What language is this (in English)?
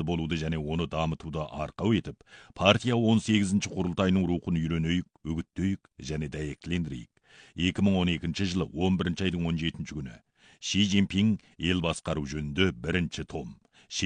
Kazakh